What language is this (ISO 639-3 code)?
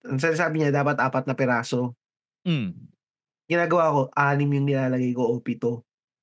fil